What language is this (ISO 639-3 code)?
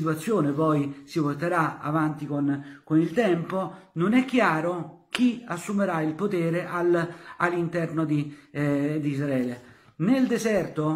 ita